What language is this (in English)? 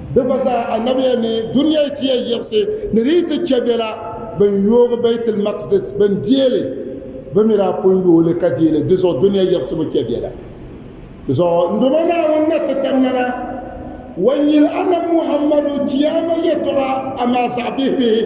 Dagbani